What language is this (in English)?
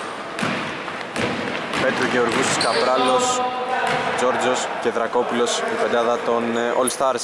Greek